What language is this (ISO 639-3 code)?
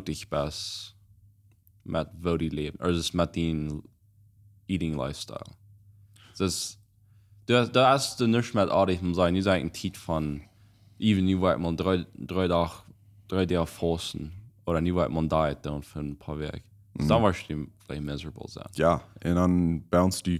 pdt